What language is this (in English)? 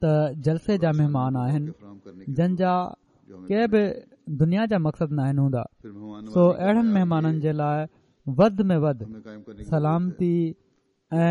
Sindhi